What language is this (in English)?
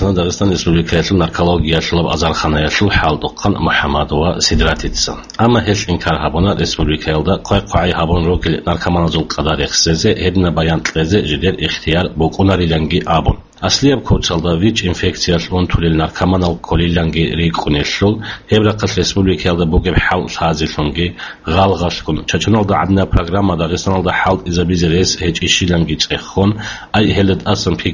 Avaric